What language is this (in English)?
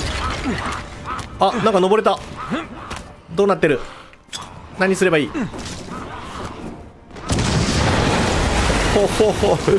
Japanese